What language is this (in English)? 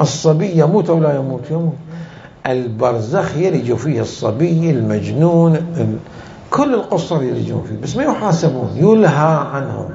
Mesopotamian Arabic